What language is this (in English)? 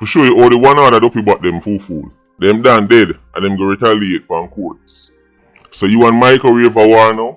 Jamaican Creole English